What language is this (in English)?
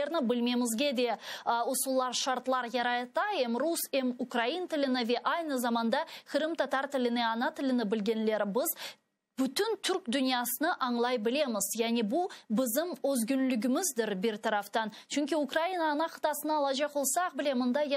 Crimean Tatar